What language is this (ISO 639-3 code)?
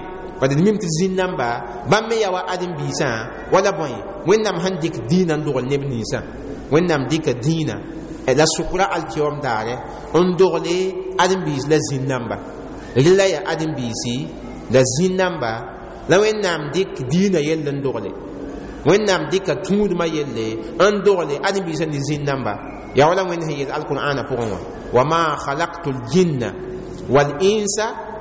mos